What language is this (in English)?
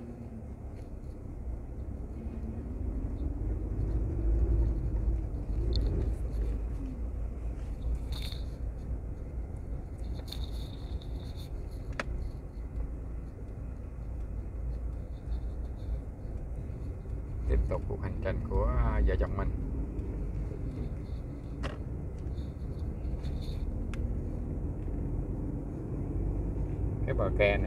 Vietnamese